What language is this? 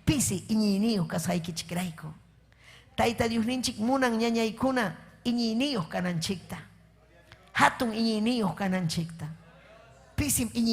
Ayacucho Quechua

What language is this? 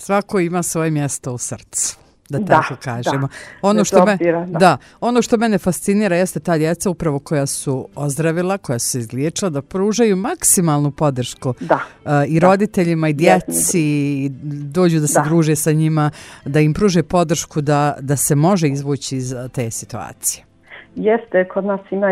Bosnian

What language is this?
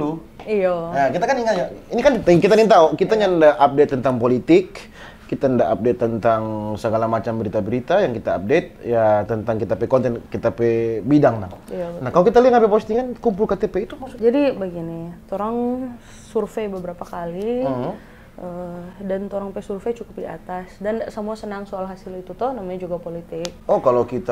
Manado Malay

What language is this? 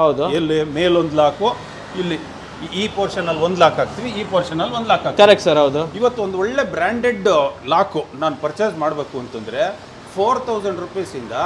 Kannada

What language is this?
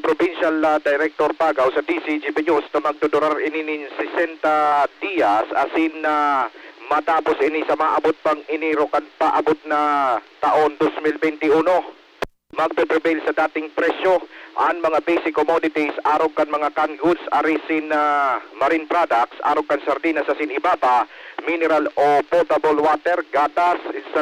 Bikol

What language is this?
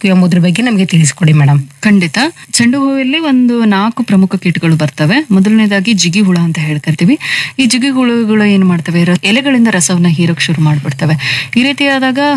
Kannada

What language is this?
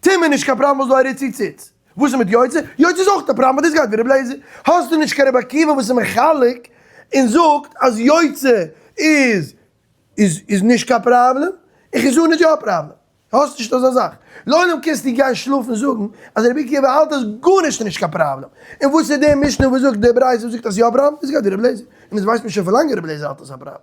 Yiddish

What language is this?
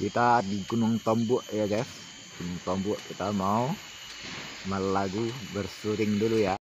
Minangkabau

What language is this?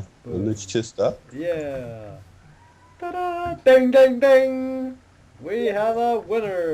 Faroese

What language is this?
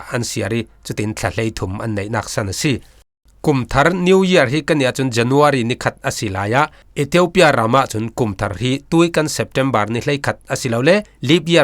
Falam Chin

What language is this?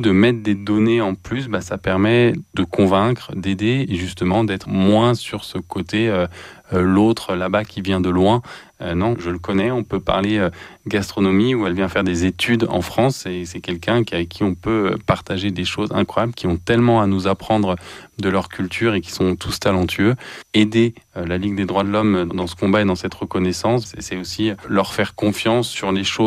French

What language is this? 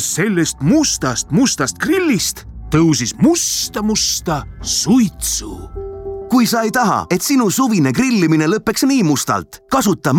Estonian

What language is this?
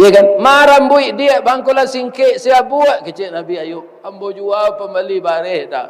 Minangkabau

